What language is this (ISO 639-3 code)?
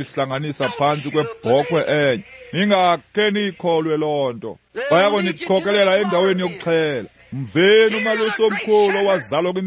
xho